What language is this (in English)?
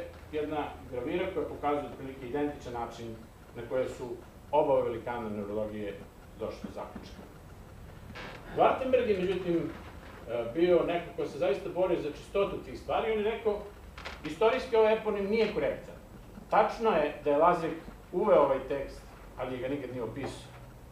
Serbian